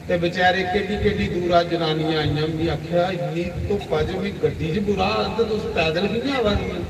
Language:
Dogri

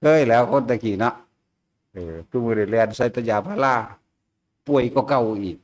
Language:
Northeastern Thai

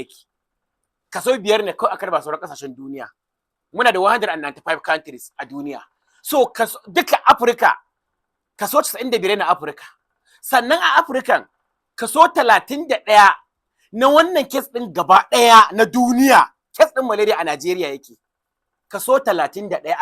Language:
Hausa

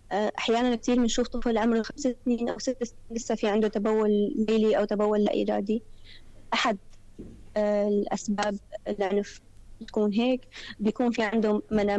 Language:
North Levantine Arabic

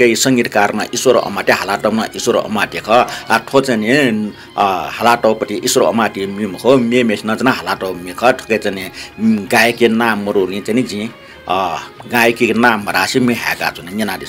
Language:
Newari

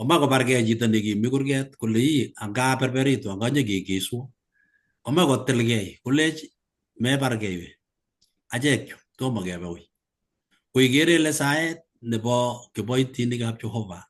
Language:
Kalenjin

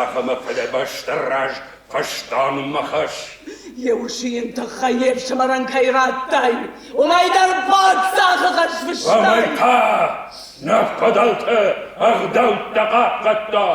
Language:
Ossetic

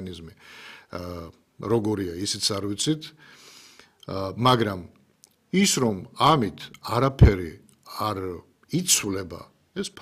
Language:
Georgian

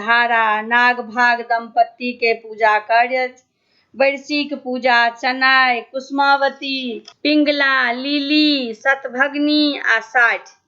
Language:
Maithili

